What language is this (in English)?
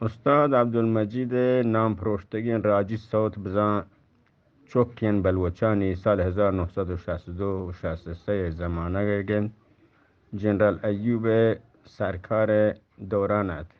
Eastern Balochi